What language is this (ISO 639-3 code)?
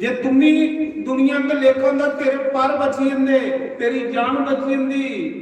doi